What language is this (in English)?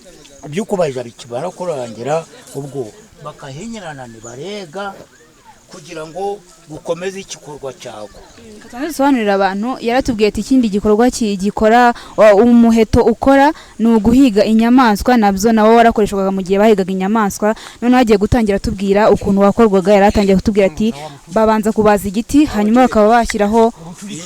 Kinyarwanda